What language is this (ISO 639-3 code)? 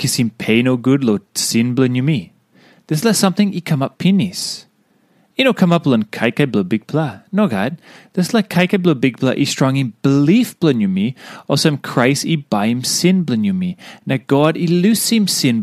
tpi